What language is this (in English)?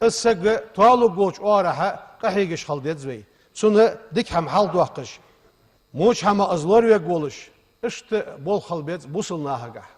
Ingush